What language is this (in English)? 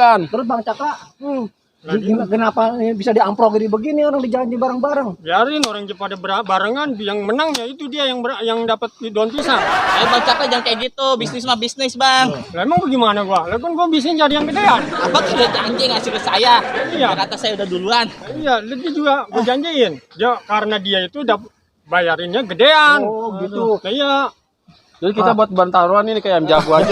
Betawi